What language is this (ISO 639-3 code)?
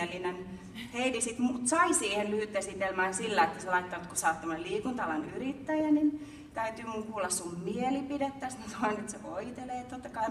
fin